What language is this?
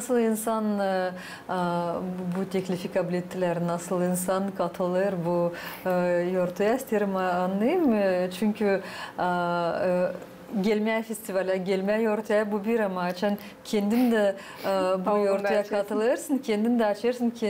Gagauz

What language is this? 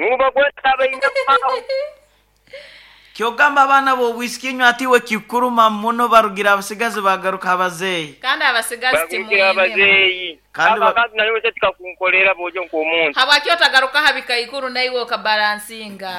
Nyoro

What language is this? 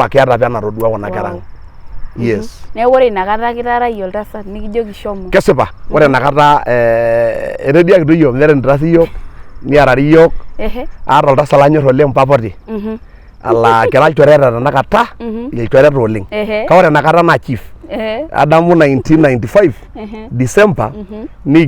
Masai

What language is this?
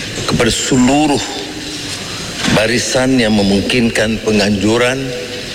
Malay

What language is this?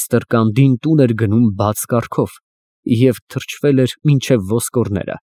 Armenian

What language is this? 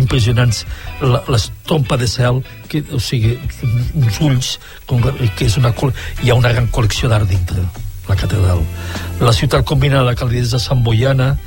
Catalan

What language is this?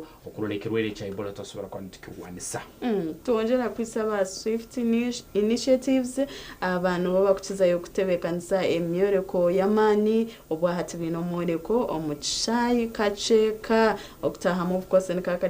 Nyankole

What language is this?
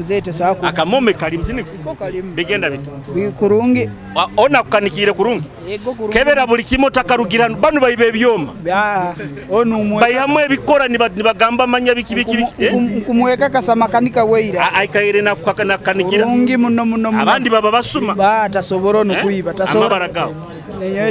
Nyoro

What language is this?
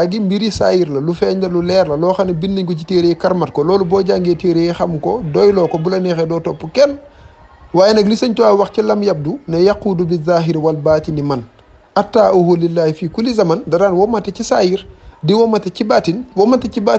Wolof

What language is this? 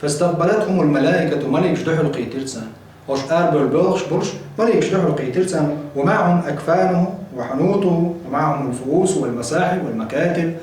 Chechen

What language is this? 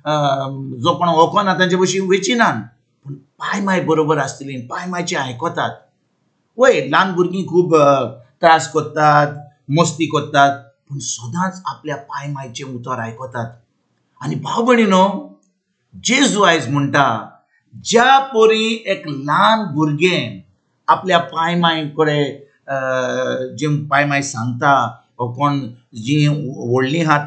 Konkani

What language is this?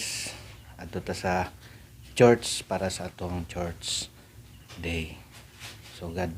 Cebuano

